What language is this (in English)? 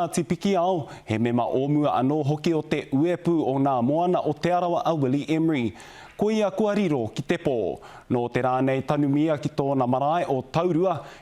Māori